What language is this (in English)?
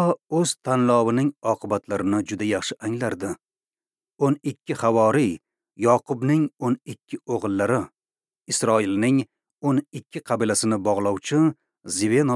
Uzbek